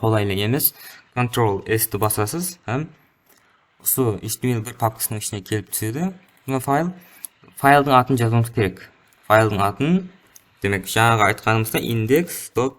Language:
Kara-Kalpak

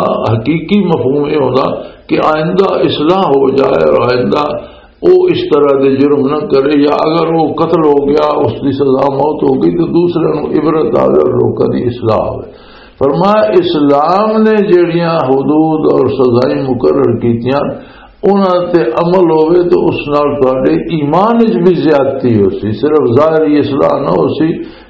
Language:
Western Panjabi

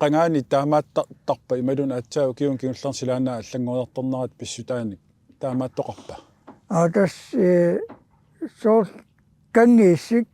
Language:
Kalaallisut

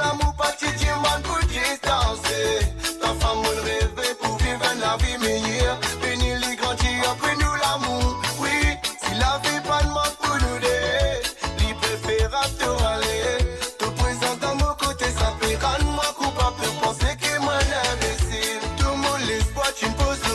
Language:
Morisyen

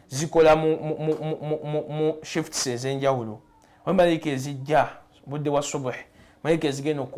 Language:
Ganda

